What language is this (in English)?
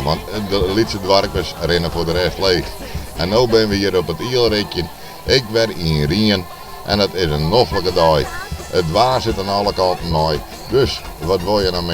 Western Frisian